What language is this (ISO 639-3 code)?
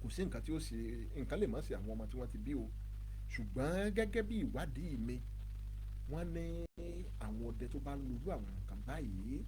yor